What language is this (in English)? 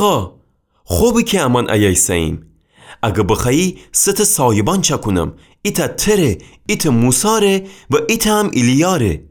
Gilaki